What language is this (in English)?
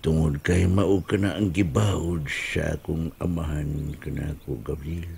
Cebuano